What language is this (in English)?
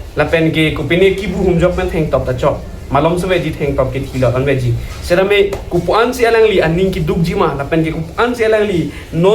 Karbi